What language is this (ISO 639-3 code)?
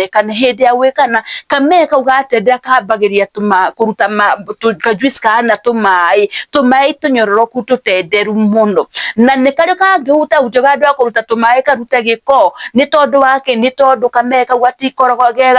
kik